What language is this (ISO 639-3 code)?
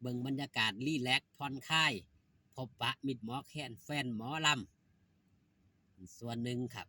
tts